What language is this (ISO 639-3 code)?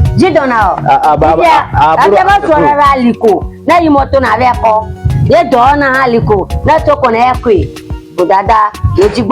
ewe